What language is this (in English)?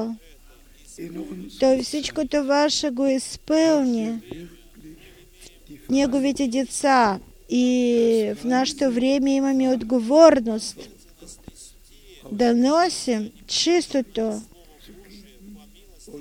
Bulgarian